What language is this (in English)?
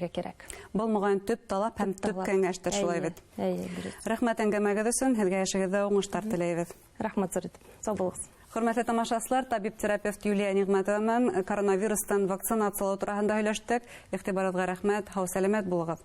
Bashkir